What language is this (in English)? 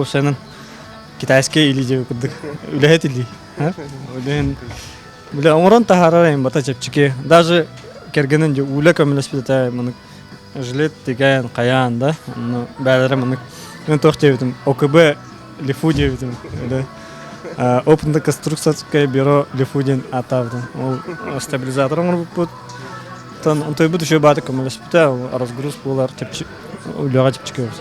Yakut